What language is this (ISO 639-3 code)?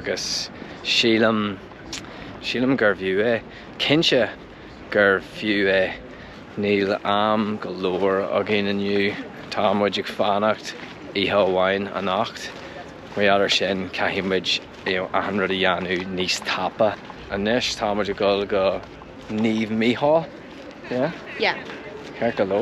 gle